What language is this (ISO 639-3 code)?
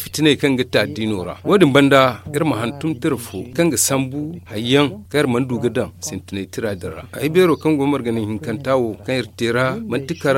dje